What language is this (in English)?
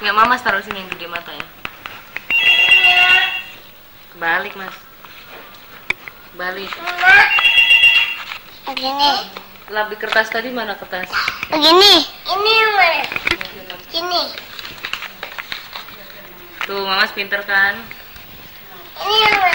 Indonesian